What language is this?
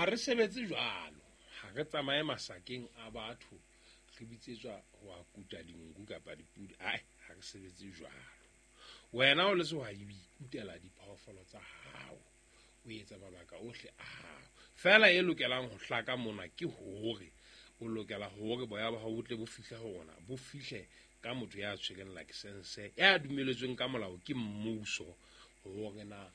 Southern Sotho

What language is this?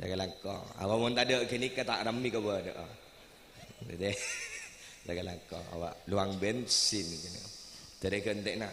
Madurese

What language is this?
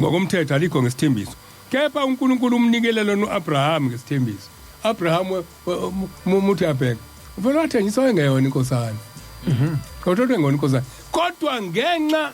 Zulu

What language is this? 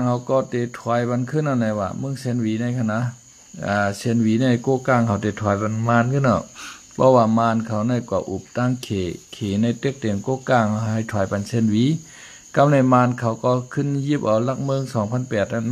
Shan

